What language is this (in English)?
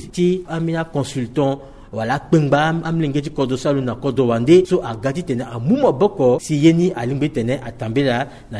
Sango